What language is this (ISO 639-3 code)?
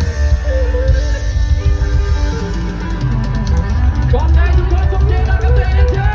lao